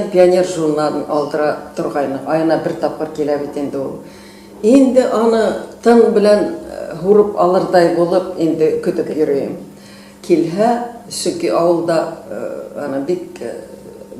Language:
Bashkir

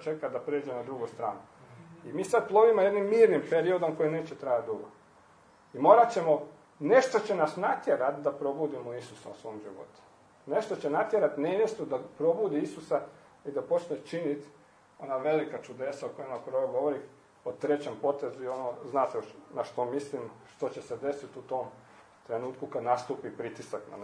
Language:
Croatian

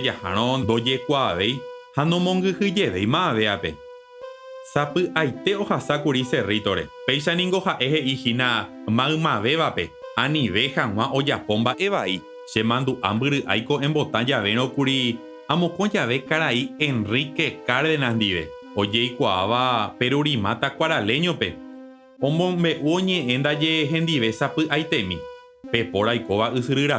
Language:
Guarani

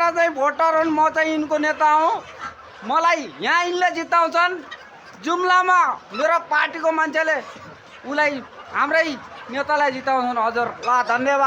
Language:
Nepali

